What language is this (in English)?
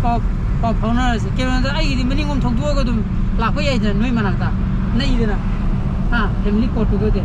Manipuri